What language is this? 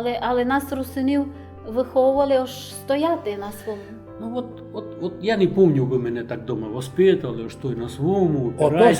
Rusyn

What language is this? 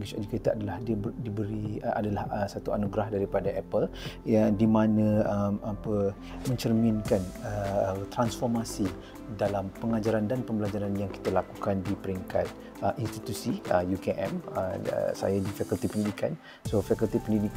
Malay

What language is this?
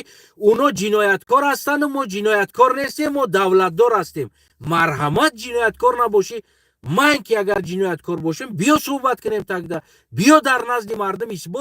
Tajik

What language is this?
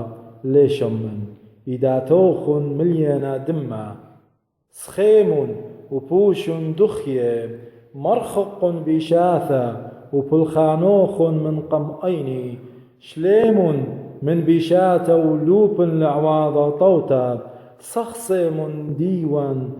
Assyrian Neo-Aramaic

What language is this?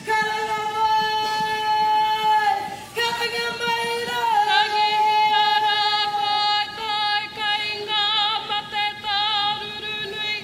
Māori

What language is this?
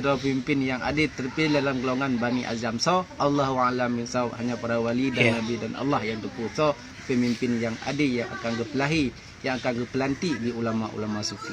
Achinese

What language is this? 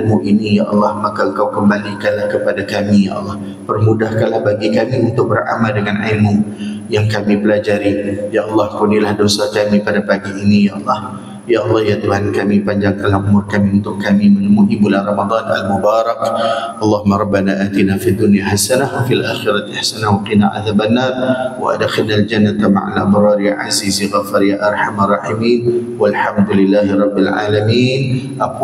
Malay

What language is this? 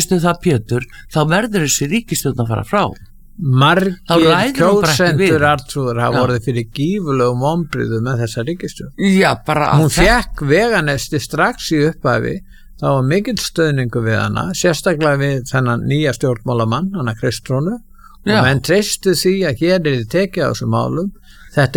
Icelandic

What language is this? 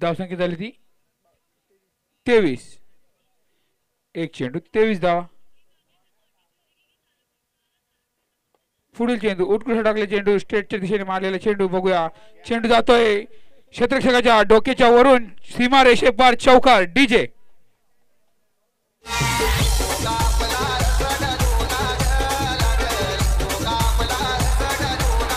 Marathi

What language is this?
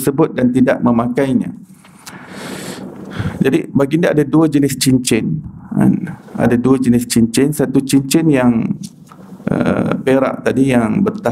Malay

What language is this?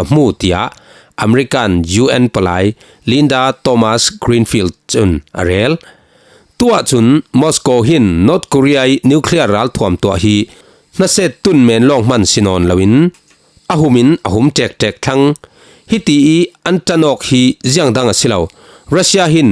Falam Chin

